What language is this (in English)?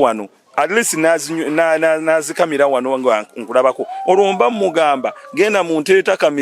Ganda